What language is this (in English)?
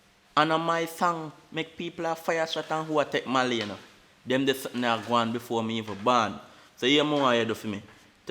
Jamaican Creole English